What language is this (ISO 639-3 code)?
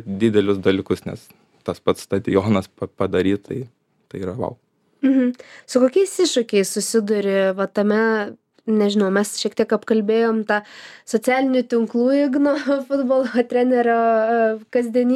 lit